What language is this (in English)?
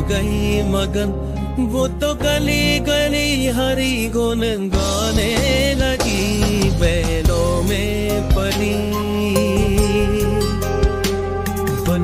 Hindi